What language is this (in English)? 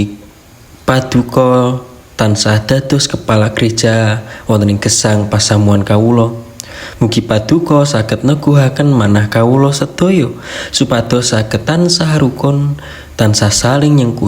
Javanese